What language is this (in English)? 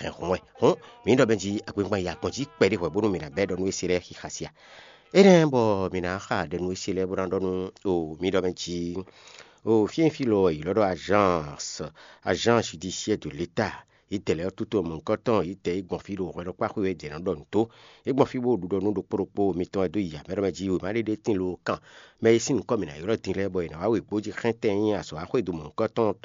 Fon